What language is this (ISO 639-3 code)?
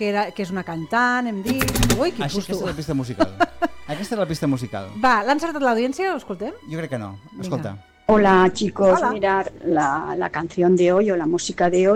cat